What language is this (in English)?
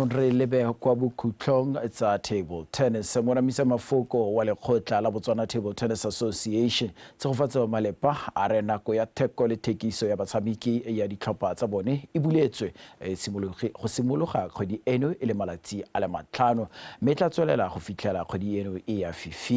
Tswana